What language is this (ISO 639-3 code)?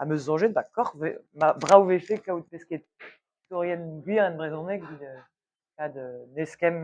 bre